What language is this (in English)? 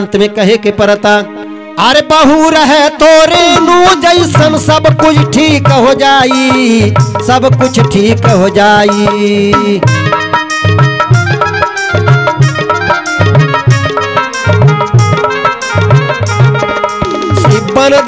Bhojpuri